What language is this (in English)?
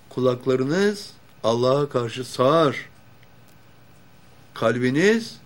Turkish